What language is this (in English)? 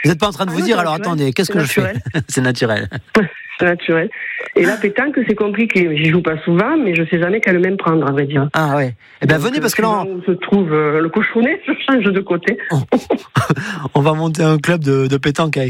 French